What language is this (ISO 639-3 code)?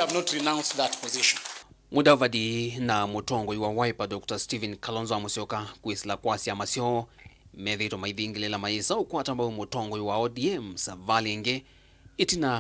kam